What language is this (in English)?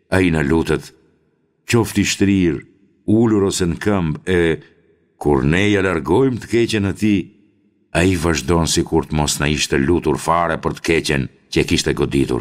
Albanian